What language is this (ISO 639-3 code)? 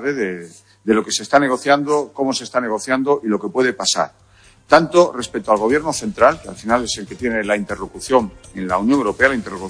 spa